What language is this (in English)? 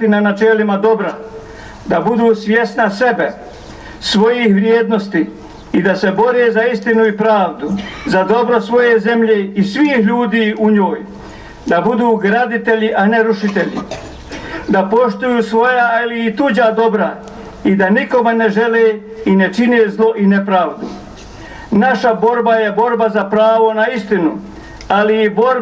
Bosnian